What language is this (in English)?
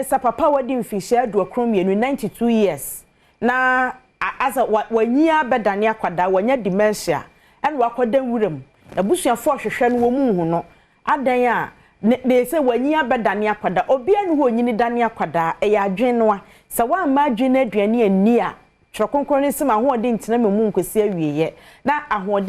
Akan